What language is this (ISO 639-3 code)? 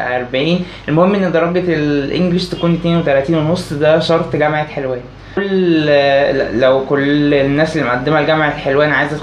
arz